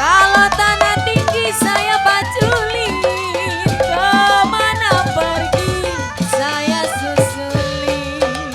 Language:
Betawi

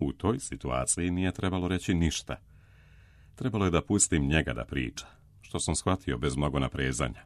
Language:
Serbian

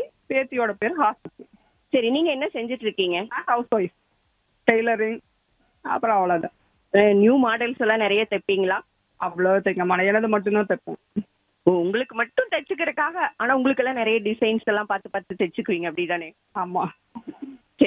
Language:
Tamil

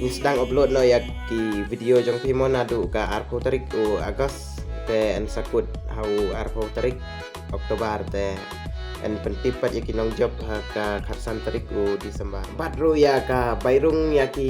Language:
Khasi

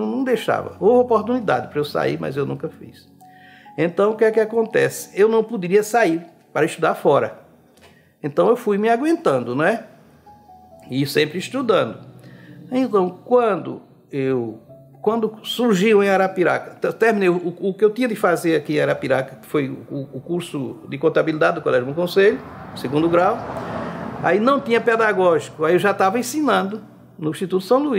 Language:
Portuguese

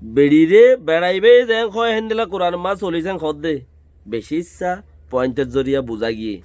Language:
Rohingya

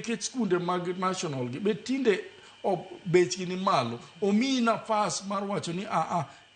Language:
Luo (Kenya and Tanzania)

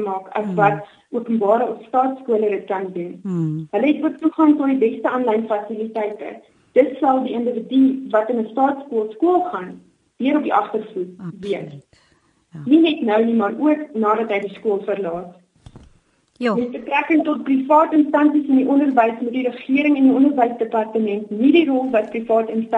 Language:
Afrikaans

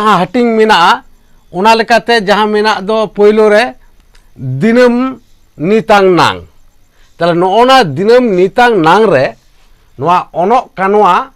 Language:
Santali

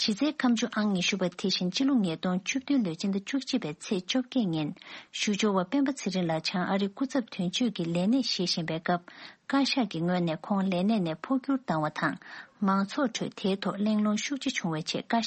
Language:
Tibetan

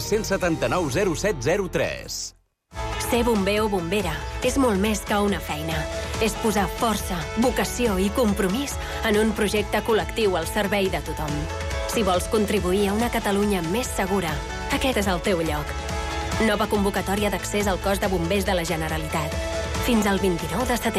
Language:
Catalan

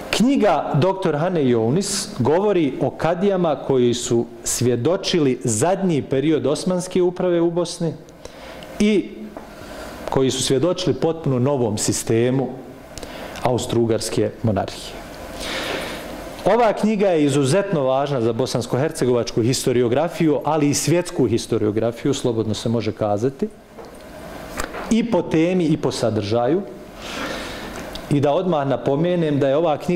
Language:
Bosnian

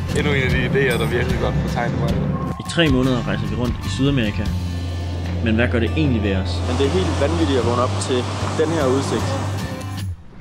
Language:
Danish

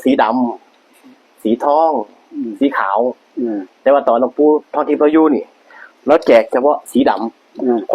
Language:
Northeastern Thai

